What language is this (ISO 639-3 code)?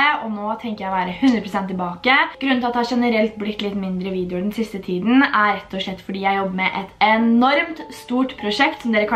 nor